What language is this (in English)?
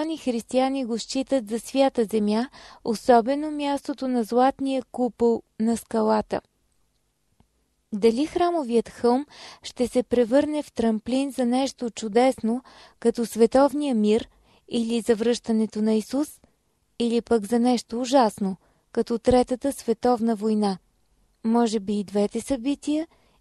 Bulgarian